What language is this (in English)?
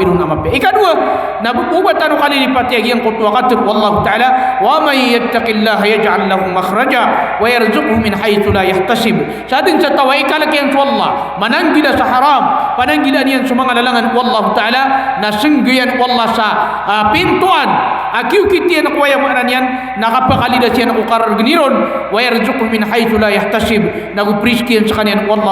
Maranao